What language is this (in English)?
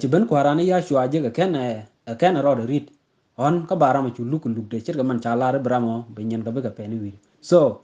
Nuer